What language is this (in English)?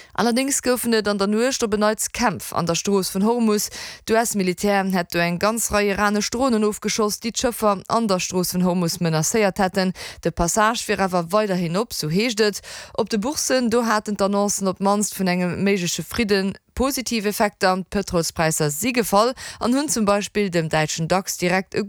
Luxembourgish